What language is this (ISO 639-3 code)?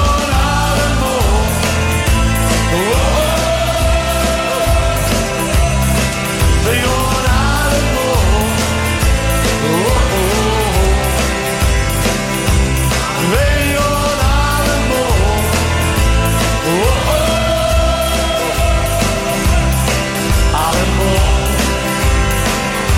nld